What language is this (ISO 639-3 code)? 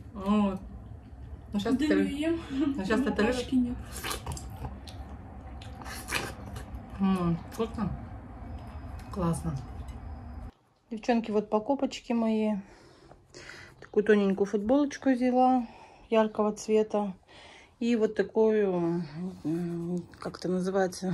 rus